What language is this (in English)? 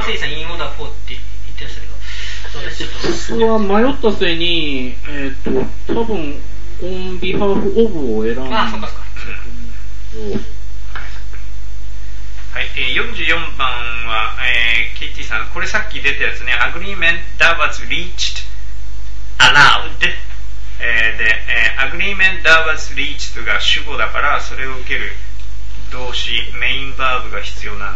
Japanese